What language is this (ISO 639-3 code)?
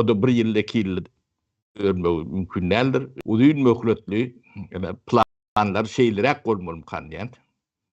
tuk